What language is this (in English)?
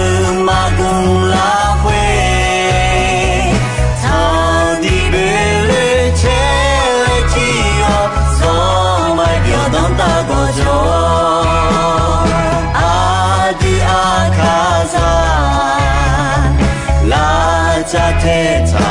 Akha